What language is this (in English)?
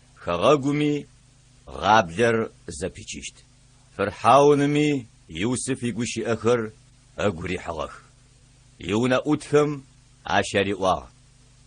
Adyghe